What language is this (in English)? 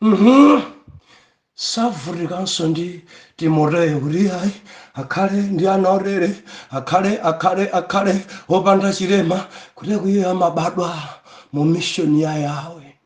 Nyanja